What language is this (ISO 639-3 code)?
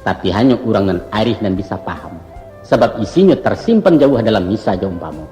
min